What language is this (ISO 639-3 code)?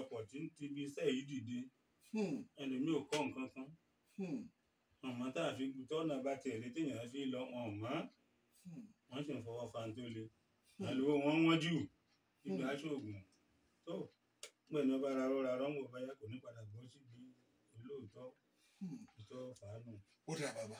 yor